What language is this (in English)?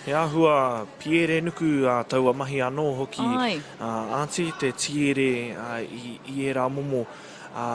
Māori